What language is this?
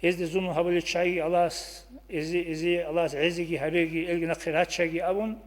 Avaric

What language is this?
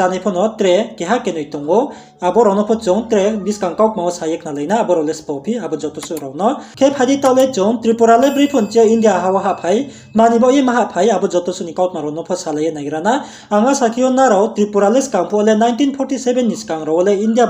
Riang (India)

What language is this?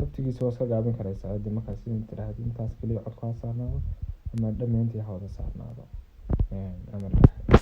Somali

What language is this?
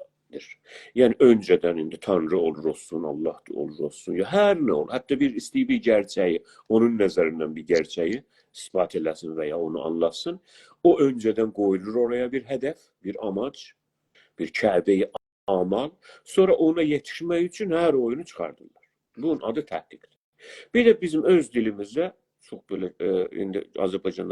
South Azerbaijani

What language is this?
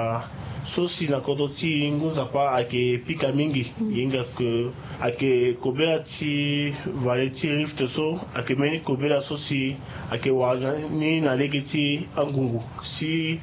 Sango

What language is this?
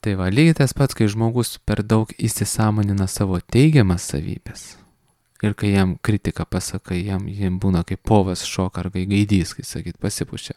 Lithuanian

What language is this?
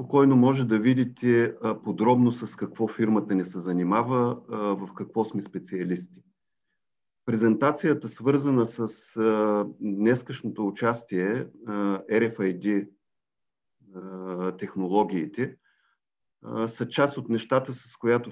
Bulgarian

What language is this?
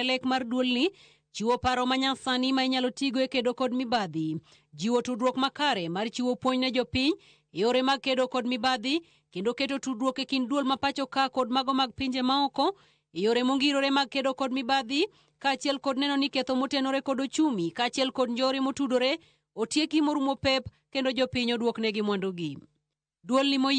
Luo (Kenya and Tanzania)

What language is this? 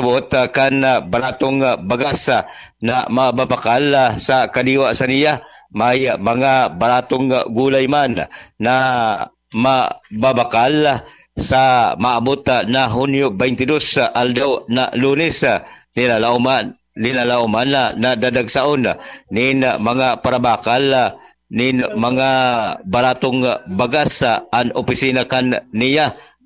Bikol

